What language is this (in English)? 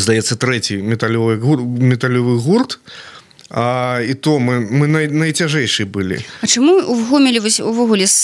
Belarusian